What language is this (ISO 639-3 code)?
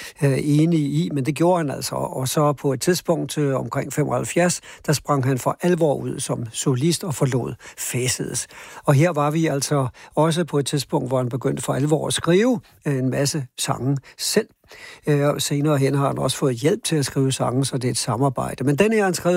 dan